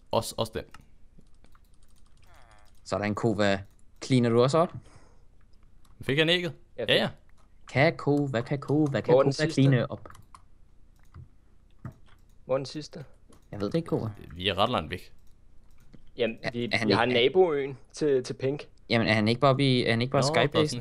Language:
Danish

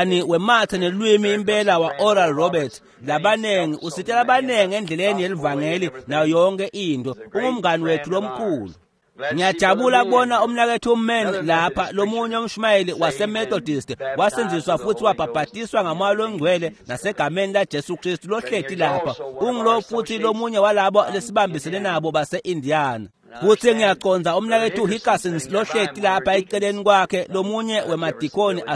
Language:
Swati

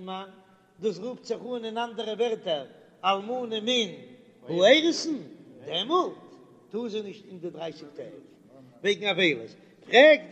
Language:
Yiddish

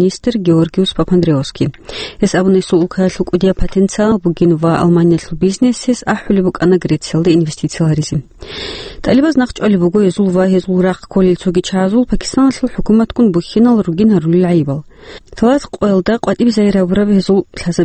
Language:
Avaric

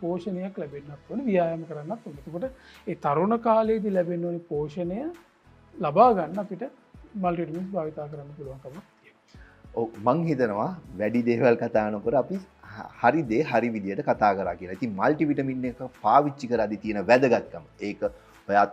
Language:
Sinhala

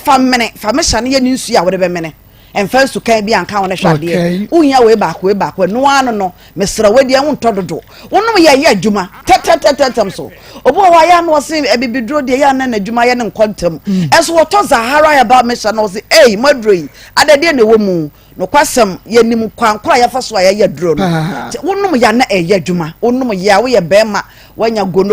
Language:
Akan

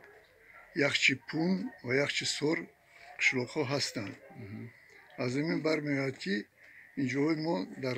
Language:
Tajik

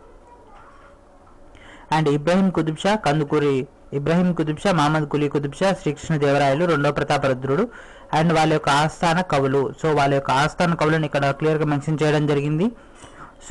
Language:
Telugu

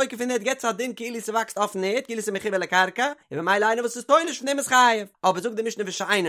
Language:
Yiddish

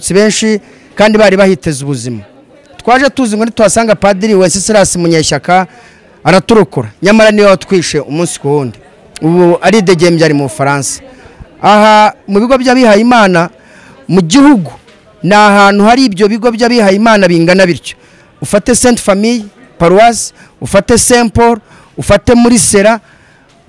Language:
Kinyarwanda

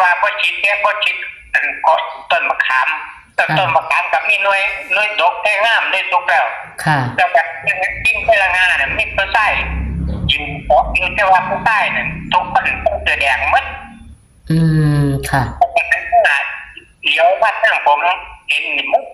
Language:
Northeastern Thai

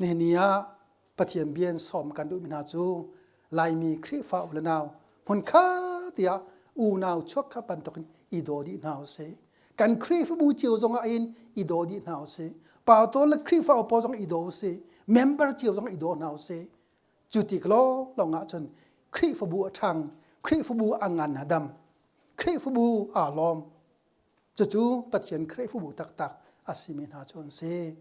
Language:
Hakha Chin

